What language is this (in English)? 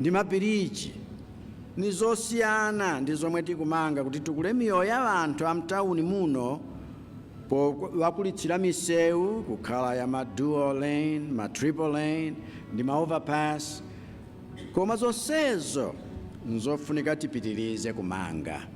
Nyanja